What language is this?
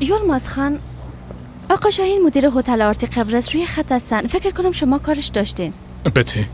Persian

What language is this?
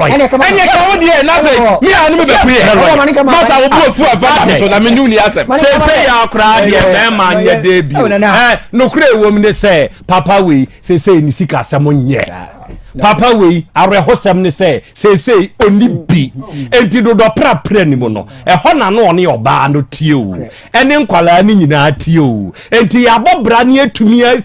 Akan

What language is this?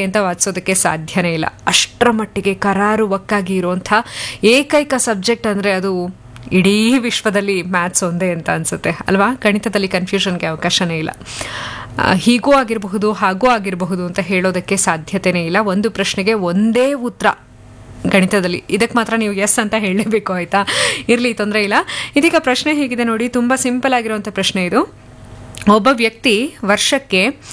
Kannada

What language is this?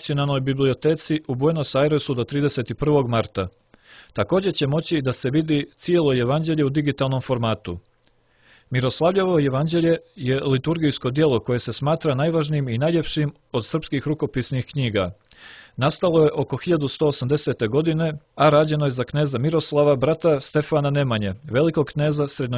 Serbian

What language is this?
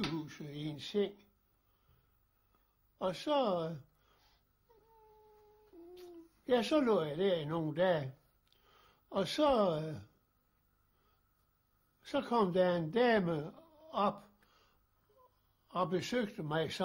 Danish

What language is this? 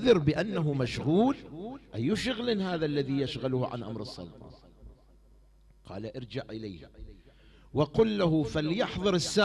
Arabic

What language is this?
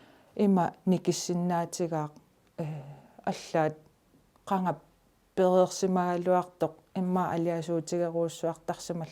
Kalaallisut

